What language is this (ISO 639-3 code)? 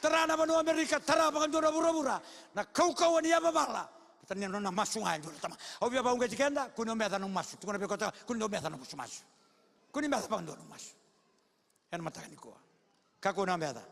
fij